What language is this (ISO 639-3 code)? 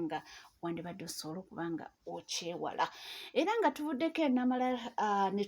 lug